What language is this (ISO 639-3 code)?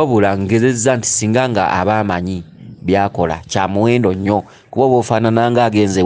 lug